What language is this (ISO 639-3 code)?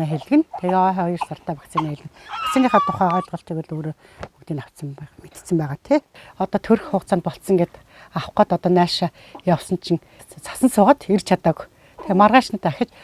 mon